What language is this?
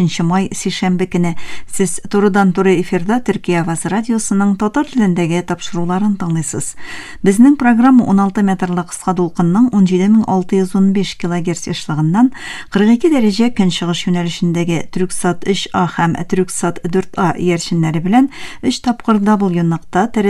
Tatar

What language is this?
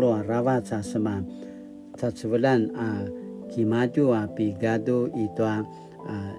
Paiwan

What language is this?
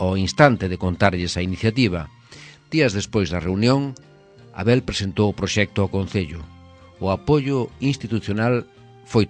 Galician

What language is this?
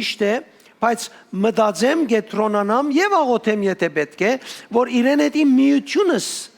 Western Armenian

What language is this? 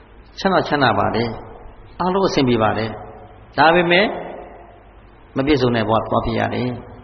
Burmese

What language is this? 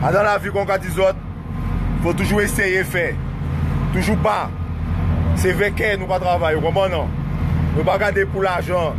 Guadeloupean Creole French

